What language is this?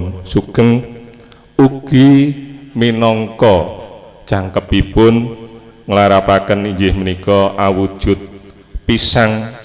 Javanese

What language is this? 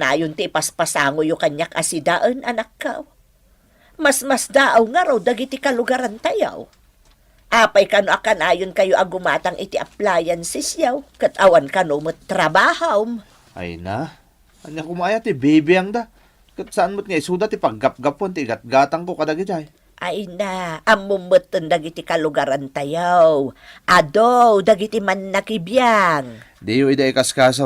Iloko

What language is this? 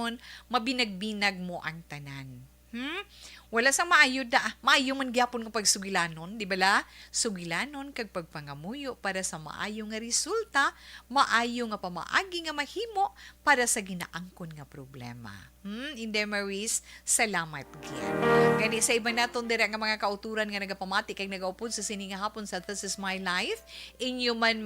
Hiligaynon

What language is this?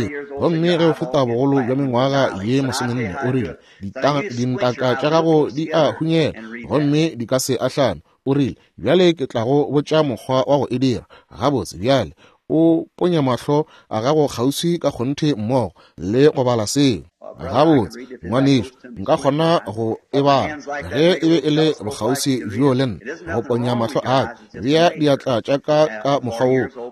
Northern Sotho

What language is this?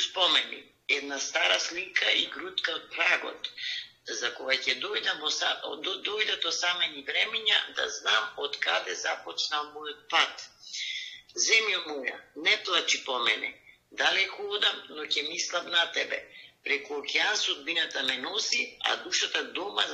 Macedonian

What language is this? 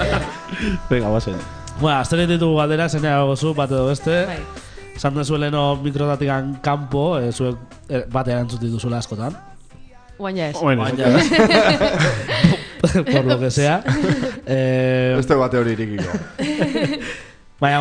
Basque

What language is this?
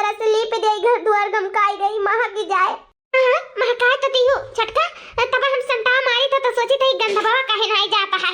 Awadhi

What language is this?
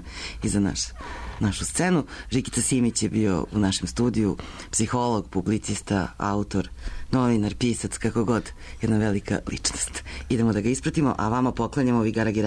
Serbian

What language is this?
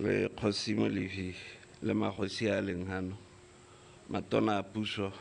Tswana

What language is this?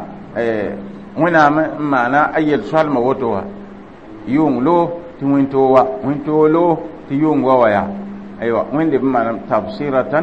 Mossi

